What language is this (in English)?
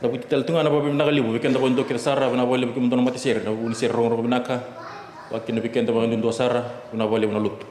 Fijian